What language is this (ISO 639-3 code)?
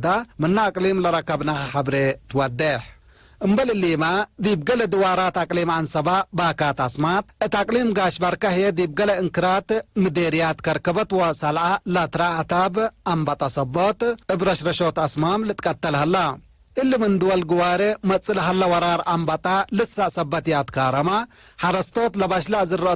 tig